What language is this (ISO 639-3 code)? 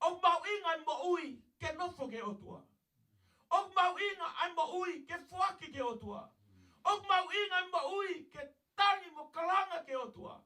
ton